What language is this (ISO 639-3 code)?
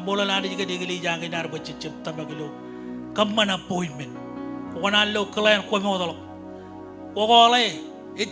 mah